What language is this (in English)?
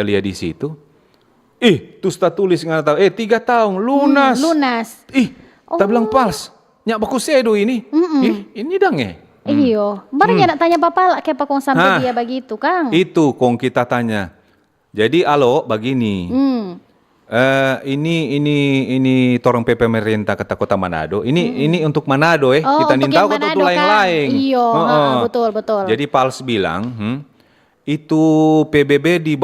Manado Malay